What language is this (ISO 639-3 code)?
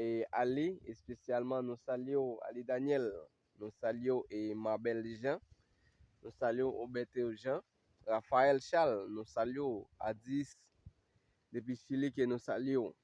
hat